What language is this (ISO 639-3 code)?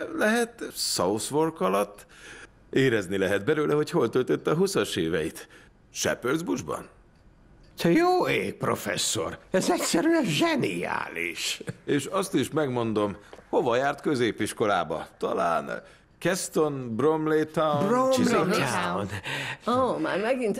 hun